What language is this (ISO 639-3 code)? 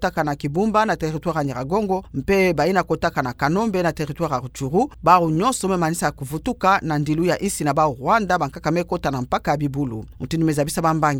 ktu